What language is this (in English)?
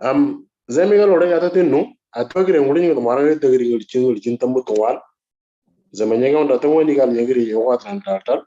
Moro